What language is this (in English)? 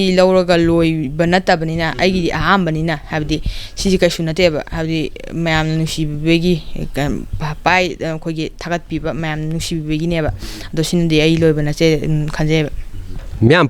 Manipuri